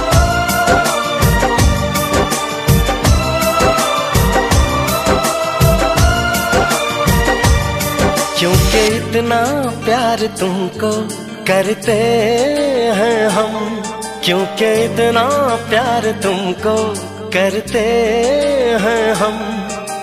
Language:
Hindi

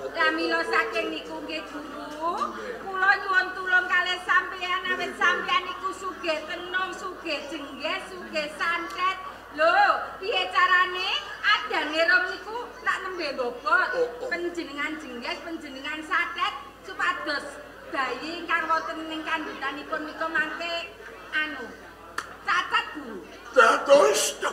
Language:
Javanese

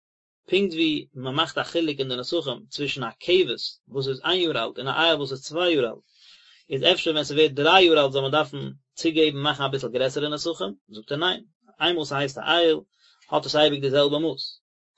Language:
Yiddish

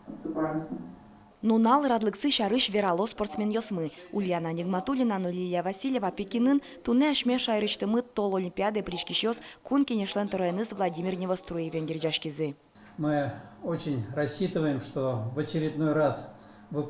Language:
Udmurt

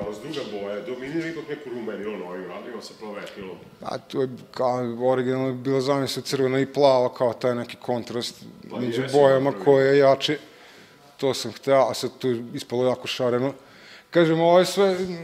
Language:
Serbian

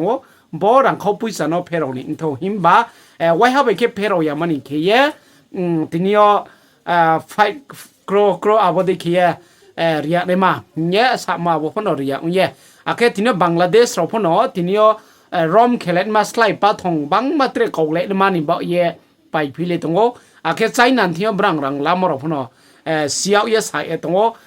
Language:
Riang (India)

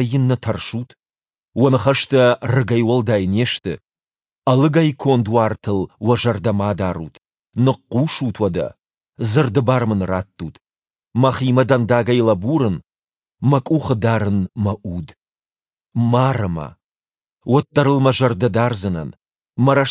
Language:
Ossetic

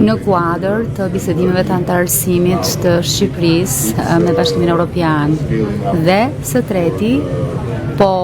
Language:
Albanian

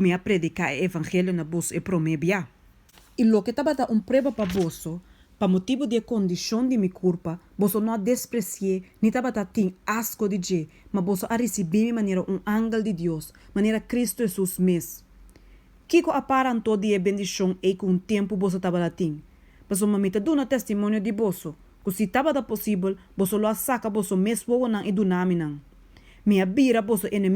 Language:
Papiamento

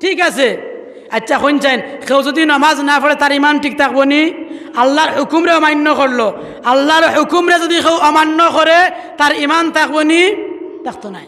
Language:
Sylheti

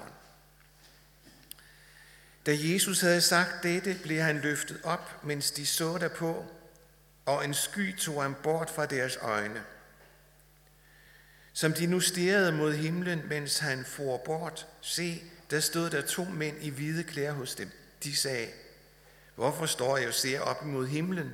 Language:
Danish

